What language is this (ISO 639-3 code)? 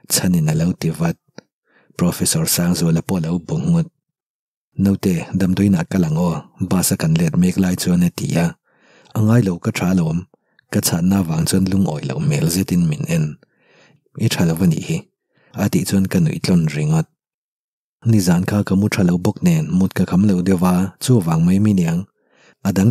lus